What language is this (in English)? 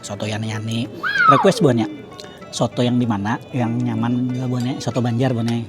Banjar